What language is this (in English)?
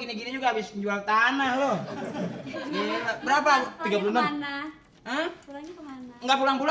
Betawi